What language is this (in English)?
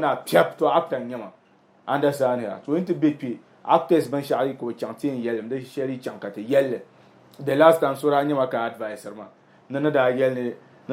Dagbani